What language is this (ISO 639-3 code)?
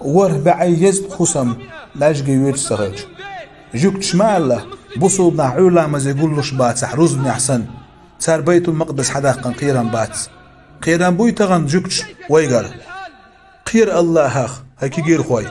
che